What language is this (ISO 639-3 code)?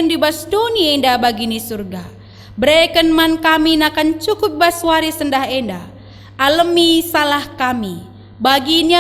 btx